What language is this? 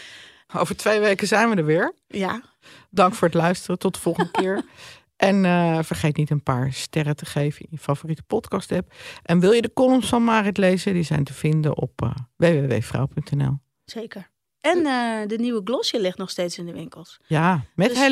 Dutch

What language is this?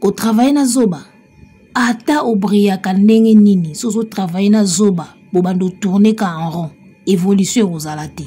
Lingala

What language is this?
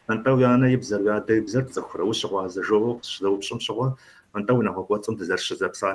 Kabardian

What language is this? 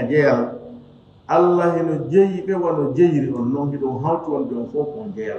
Fula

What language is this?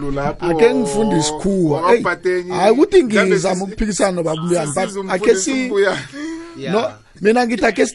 South Ndebele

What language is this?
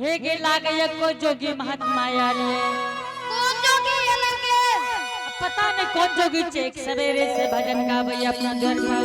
Angika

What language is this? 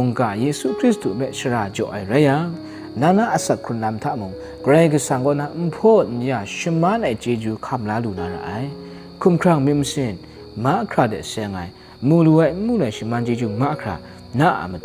Kachin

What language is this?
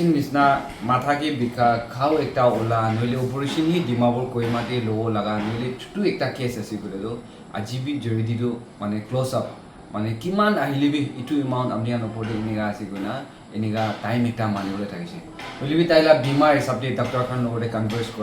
Naga Pidgin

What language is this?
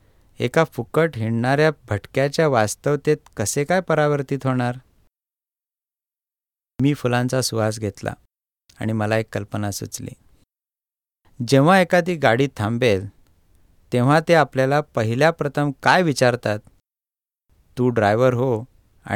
Marathi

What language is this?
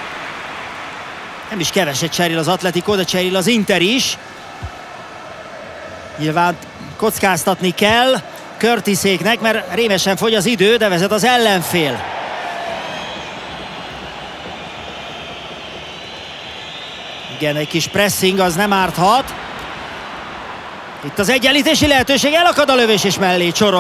Hungarian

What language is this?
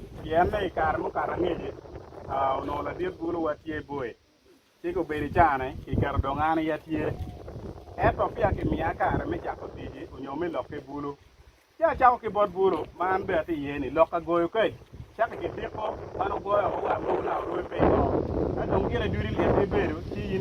Acoli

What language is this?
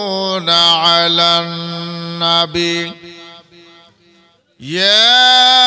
Bangla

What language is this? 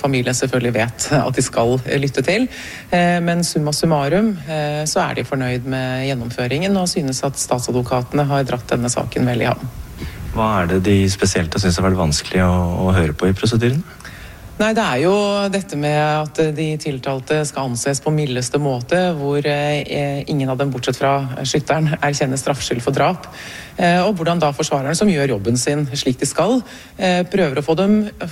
Norwegian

